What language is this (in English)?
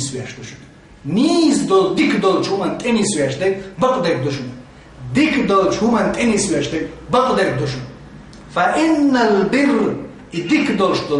Chechen